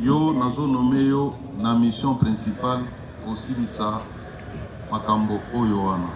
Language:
Lingala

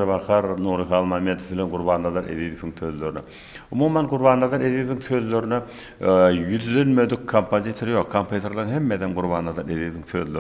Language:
Turkmen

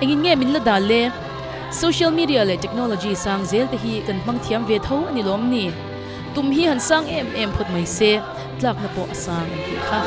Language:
Mizo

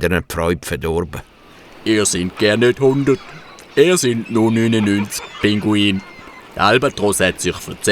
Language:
Swiss German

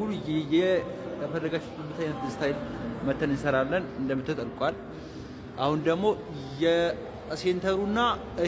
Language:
Amharic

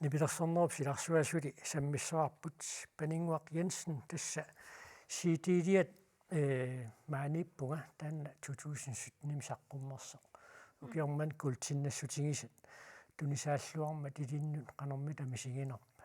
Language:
Kalaallisut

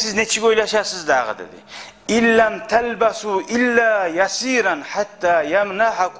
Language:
Kumyk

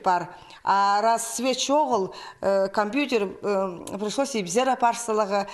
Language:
Khakas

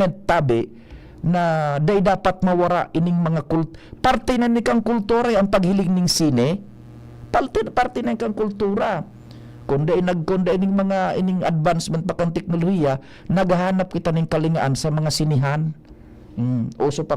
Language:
Bikol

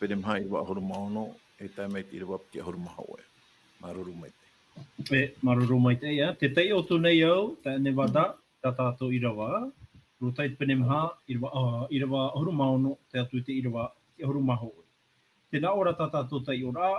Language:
Tahitian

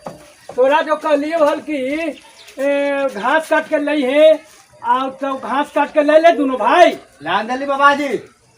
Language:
Magahi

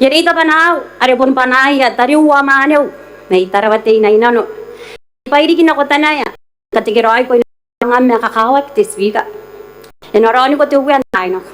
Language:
Gilbertese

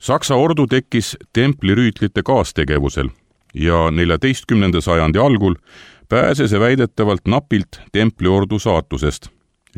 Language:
Estonian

